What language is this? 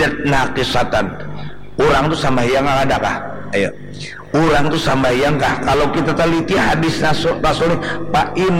Banjar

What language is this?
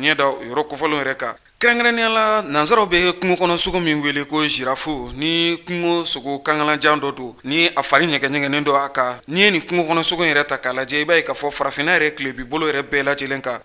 Bambara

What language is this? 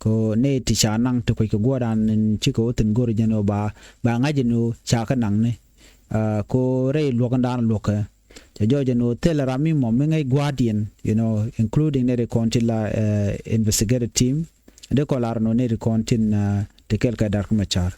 Nuer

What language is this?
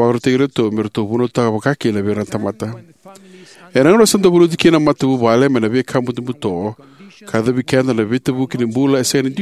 Fijian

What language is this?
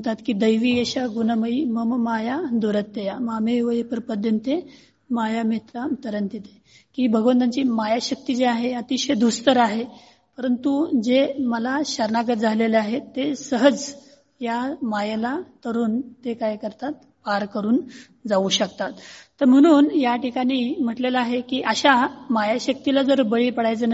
Marathi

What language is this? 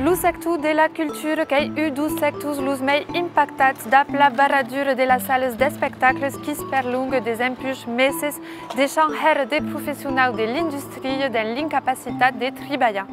Occitan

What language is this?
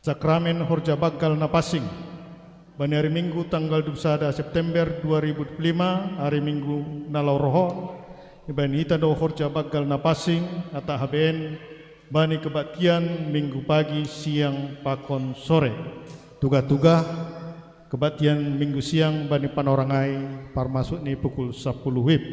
Batak Simalungun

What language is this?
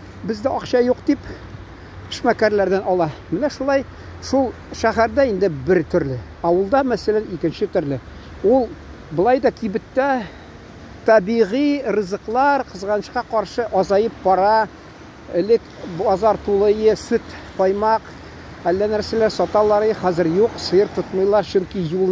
Tatar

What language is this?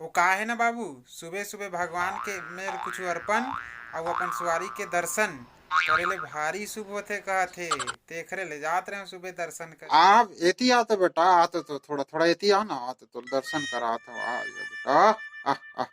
Chhattisgarhi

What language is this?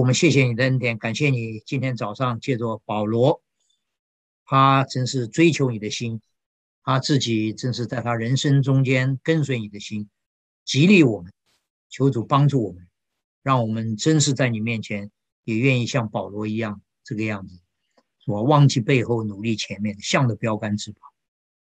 Chinese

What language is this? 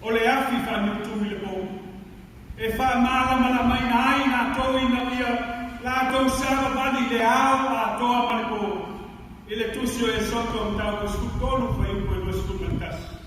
Samoan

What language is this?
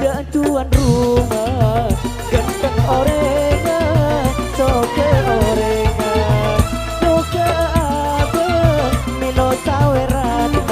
Madurese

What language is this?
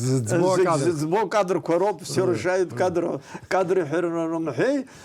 Abkhazian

